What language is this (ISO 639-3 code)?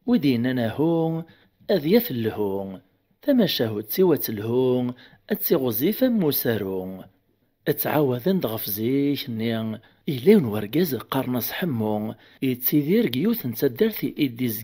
kab